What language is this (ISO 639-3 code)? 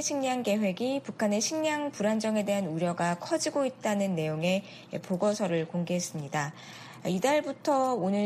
kor